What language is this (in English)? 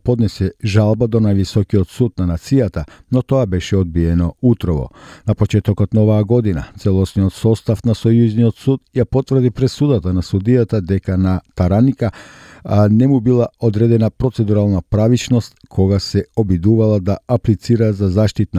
Macedonian